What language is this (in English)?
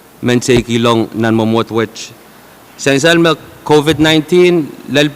Pohnpeian